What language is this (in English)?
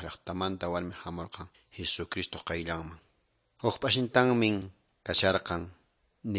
Quechua